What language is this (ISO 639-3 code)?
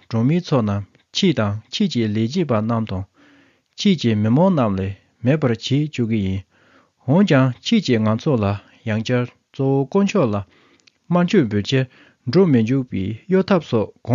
bod